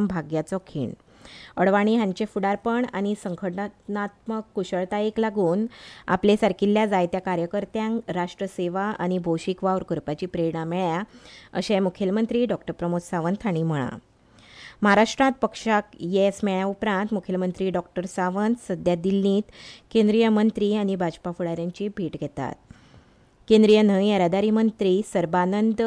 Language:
Konkani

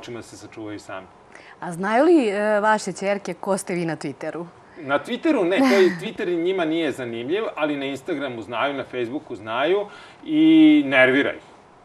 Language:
Serbian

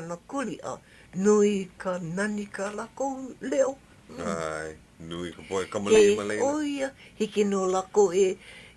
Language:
Hawaiian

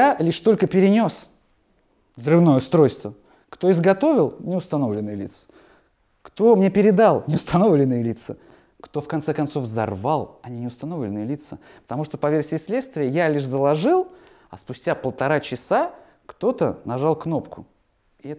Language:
Russian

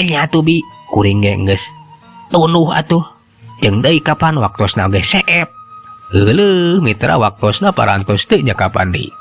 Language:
Sundanese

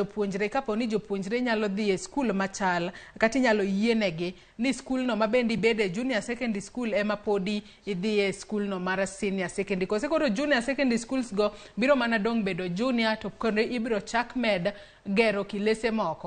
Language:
Luo (Kenya and Tanzania)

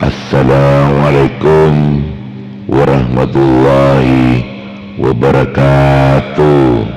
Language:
Madurese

